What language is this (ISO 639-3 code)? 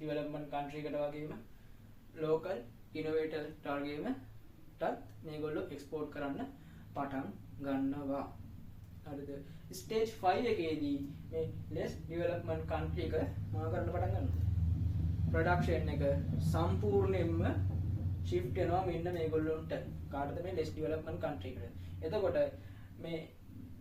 sin